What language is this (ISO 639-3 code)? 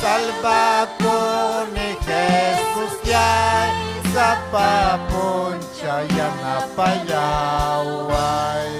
quy